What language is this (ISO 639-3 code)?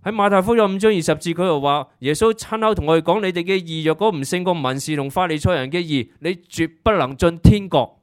yue